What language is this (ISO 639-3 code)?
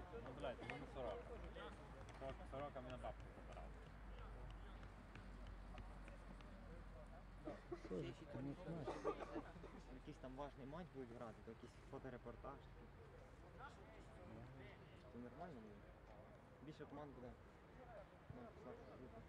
ukr